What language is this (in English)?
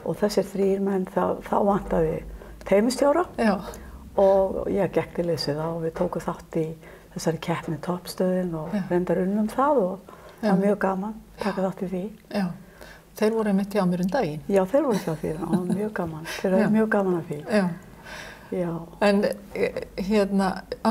Icelandic